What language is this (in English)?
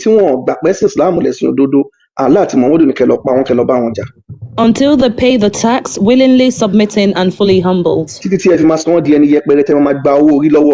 Yoruba